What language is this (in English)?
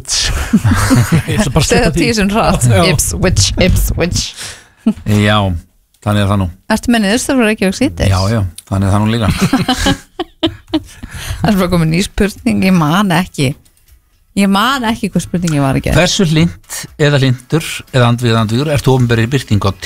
Icelandic